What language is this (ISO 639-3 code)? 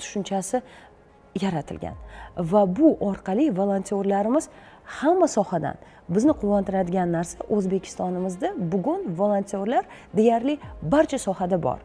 uzb